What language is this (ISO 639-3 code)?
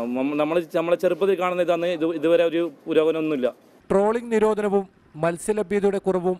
mal